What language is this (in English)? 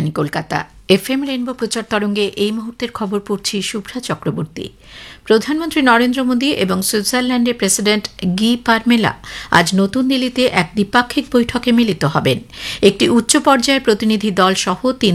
Bangla